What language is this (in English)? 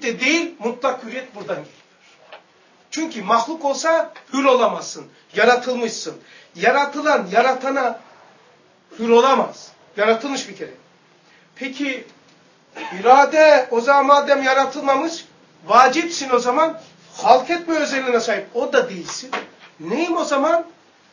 Turkish